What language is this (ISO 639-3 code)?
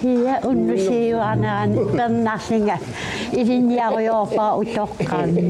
kal